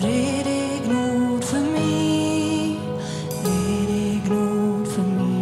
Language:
Plautdietsch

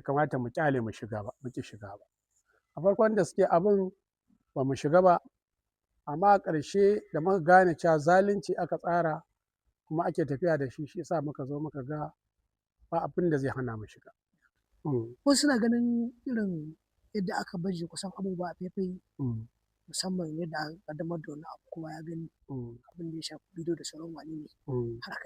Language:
Hausa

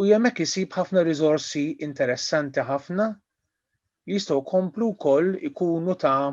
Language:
Maltese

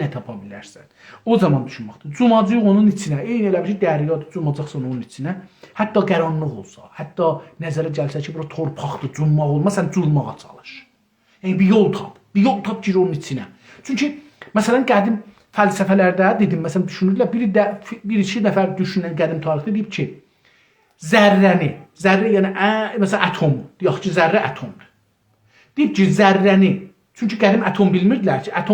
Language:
South Azerbaijani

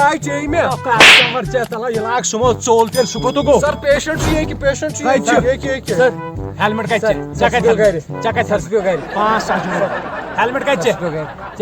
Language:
Kashmiri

